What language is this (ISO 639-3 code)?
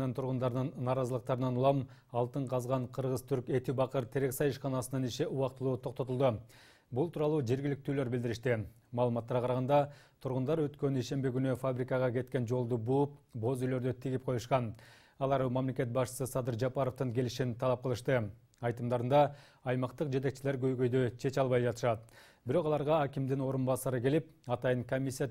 kir